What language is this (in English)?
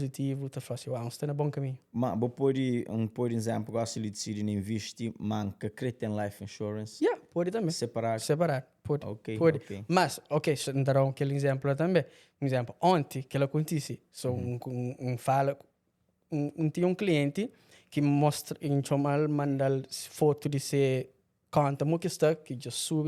Kabuverdianu